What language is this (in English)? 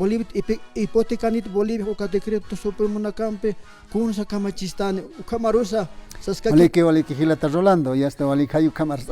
Aymara